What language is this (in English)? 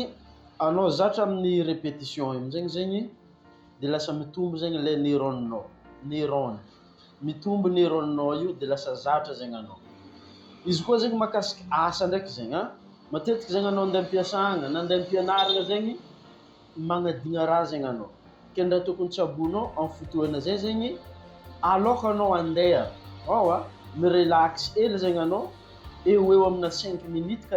Malagasy